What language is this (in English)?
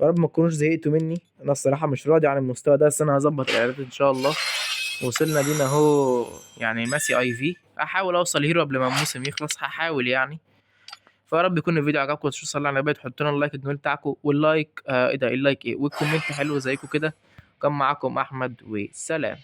Egyptian Arabic